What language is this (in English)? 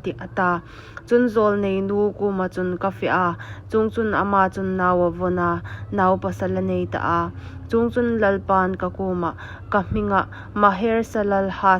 Hmar